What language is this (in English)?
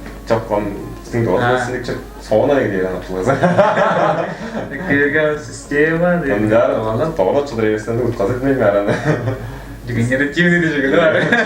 Tuvinian